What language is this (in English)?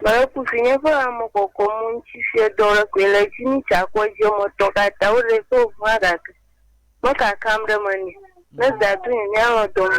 Ewe